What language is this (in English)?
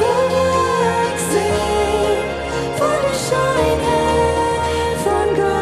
Plautdietsch